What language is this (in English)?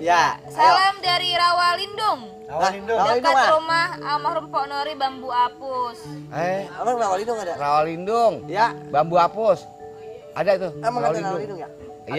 Betawi